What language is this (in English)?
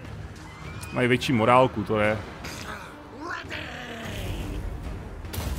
Czech